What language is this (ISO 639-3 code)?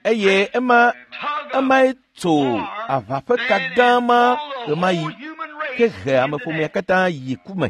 ewe